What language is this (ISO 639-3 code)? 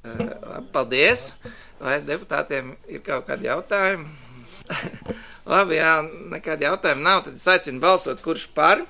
lav